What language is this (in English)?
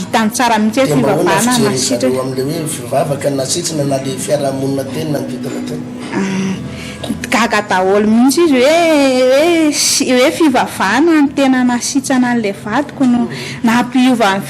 Malagasy